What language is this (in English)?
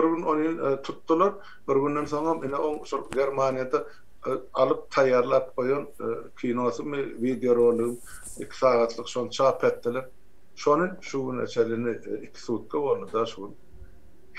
Turkmen